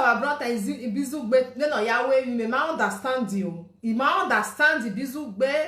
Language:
Nigerian Pidgin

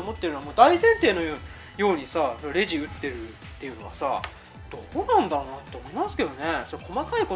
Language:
Japanese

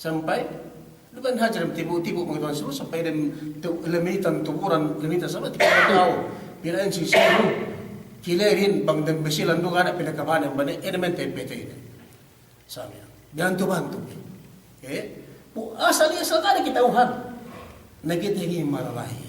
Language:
Yakan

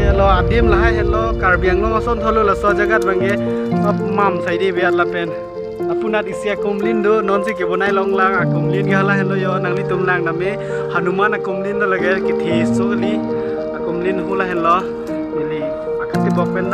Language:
Karbi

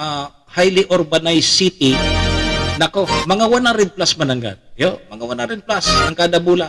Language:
Bikol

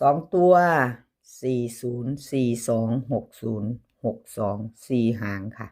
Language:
Northeastern Thai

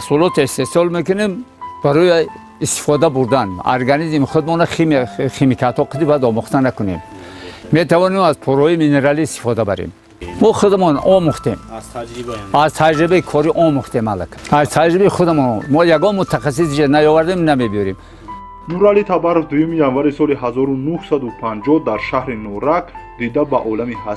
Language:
Tajik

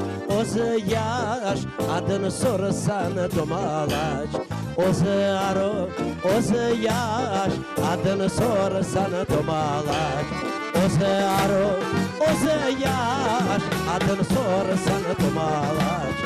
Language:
Crimean Tatar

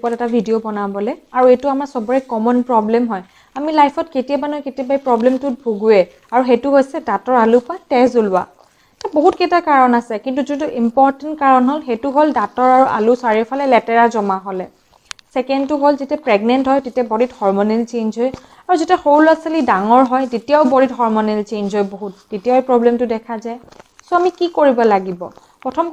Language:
Assamese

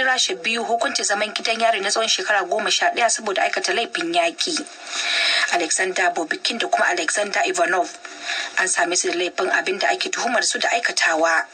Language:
Hausa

